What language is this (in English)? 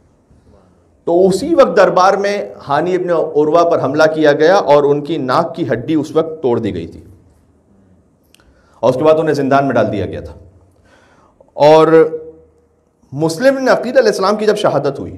Urdu